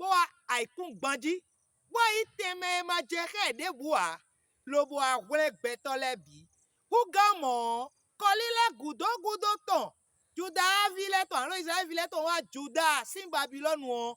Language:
Fon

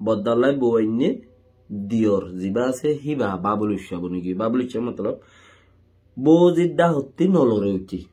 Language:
Rohingya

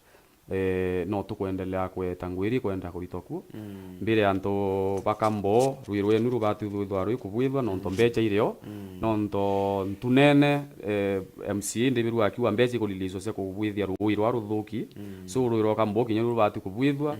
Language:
Meru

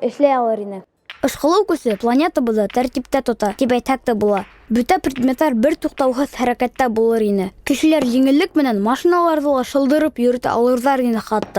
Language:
Bashkir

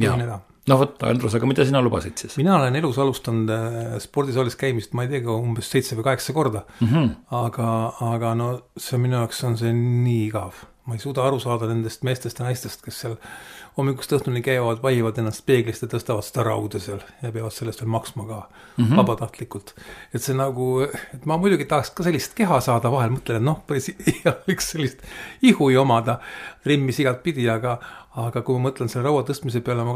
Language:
Estonian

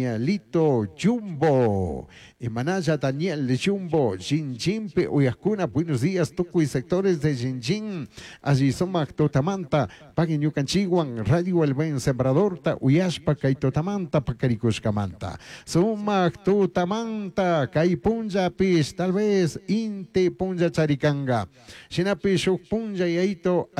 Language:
Chimborazo Highland Quichua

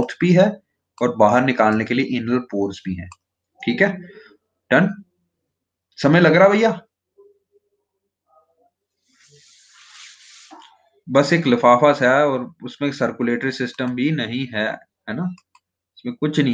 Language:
Hindi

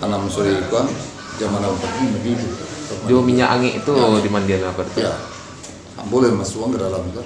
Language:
Minangkabau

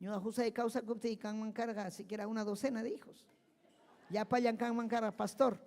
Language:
Ayacucho Quechua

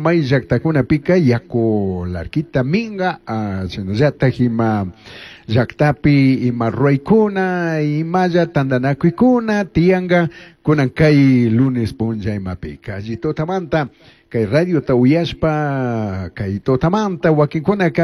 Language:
Chimborazo Highland Quichua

